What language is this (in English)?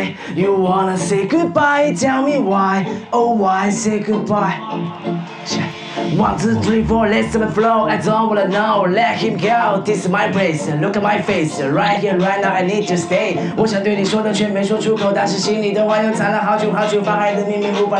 Chinese